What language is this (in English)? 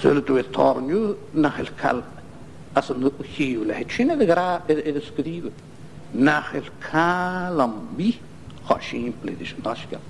Scottish Gaelic